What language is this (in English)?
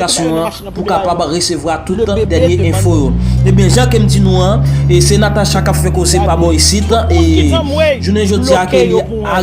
Haitian Creole